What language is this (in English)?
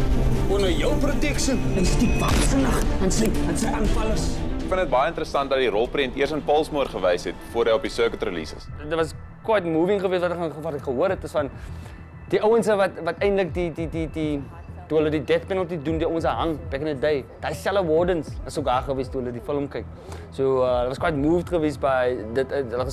Afrikaans